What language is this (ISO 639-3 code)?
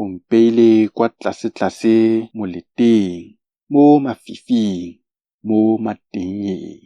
tsn